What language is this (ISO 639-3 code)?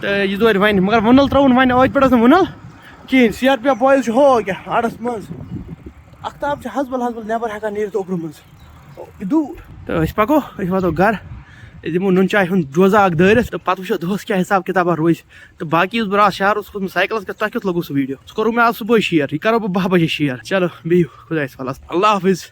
kas